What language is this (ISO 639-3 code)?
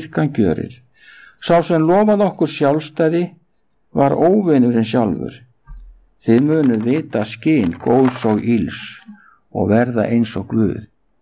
isl